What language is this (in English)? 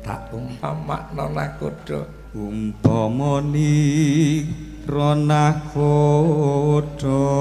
Javanese